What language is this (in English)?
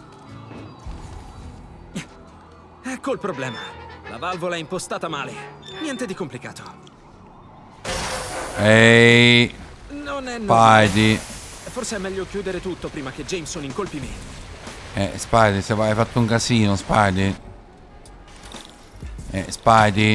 Italian